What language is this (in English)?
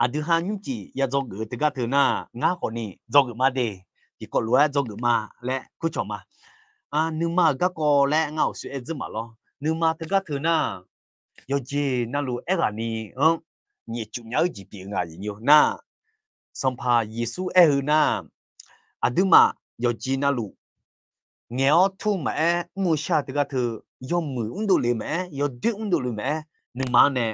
Akha